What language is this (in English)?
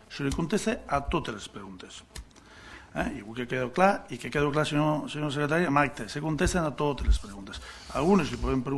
Catalan